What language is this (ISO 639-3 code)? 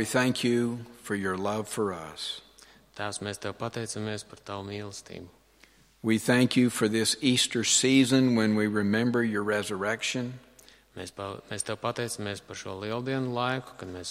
lav